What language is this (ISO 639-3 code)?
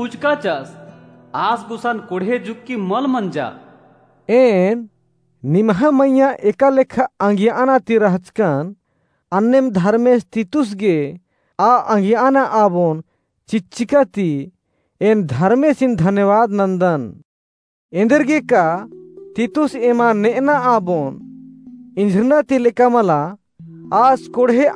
kru